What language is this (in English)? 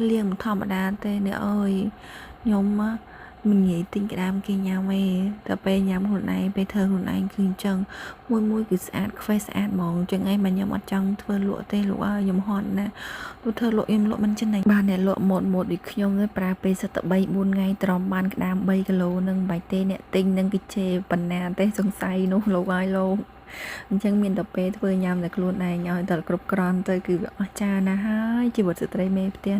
Khmer